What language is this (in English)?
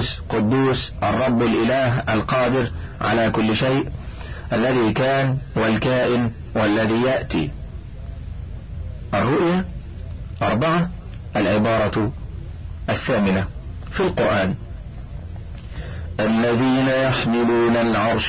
Arabic